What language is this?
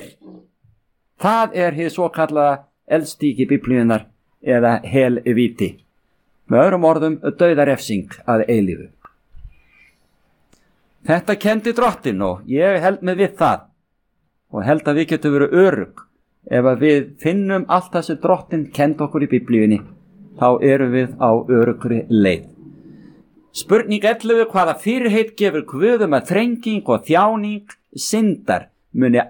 Icelandic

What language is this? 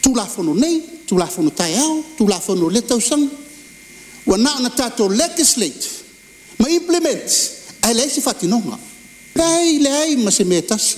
Samoan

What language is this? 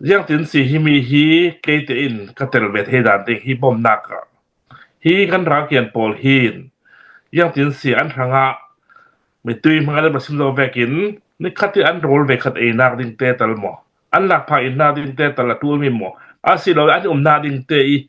Hakha Chin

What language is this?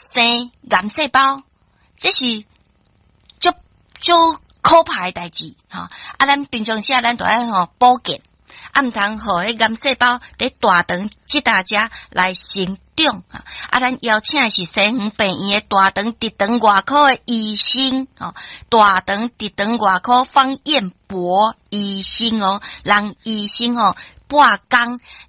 Min Nan Chinese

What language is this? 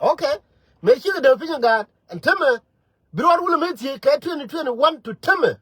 Nuer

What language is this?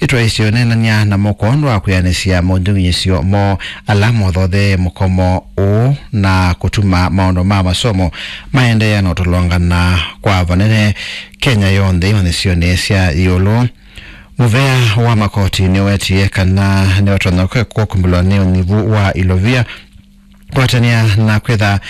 Kamba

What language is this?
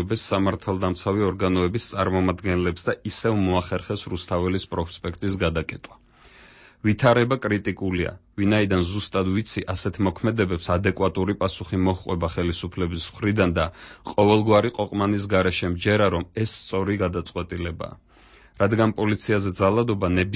Georgian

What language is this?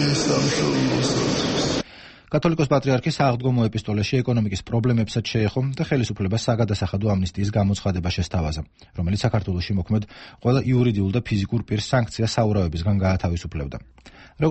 Georgian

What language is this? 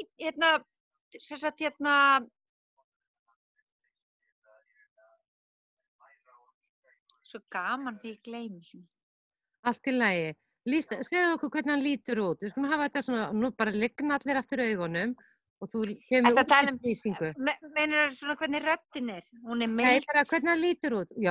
Icelandic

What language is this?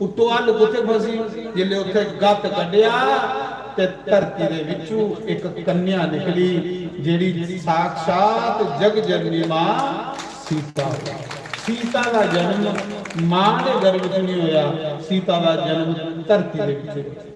Dogri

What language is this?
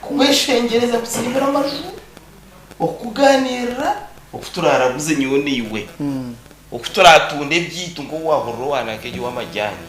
Nyankole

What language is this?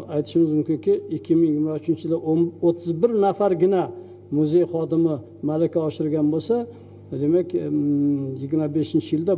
Uzbek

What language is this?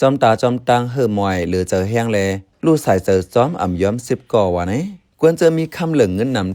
Shan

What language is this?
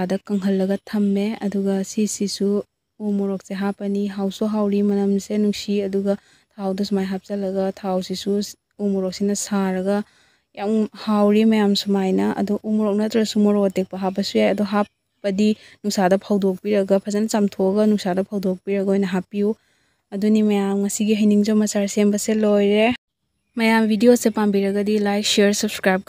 Manipuri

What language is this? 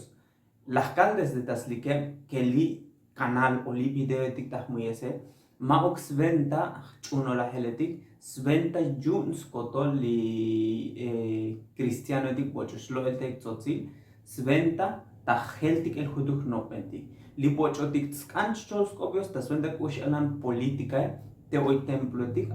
Tzotzil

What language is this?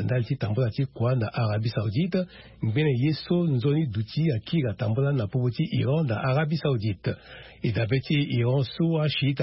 Sango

